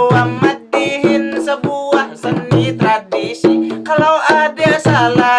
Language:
Banjar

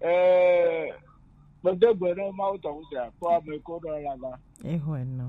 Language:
Gen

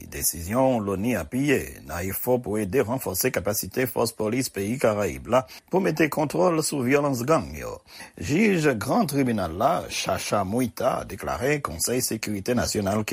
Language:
Haitian Creole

